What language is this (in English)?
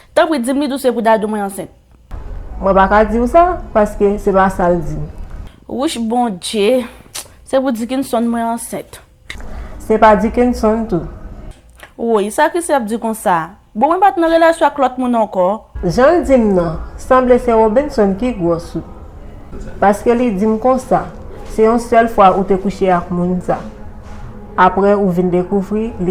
Haitian Creole